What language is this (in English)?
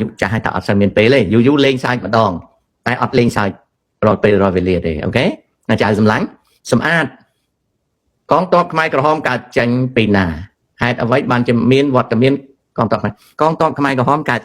Khmer